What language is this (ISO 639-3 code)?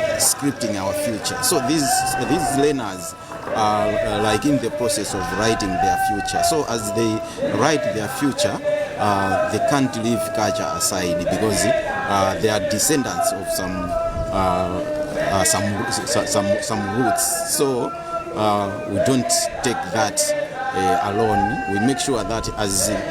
eng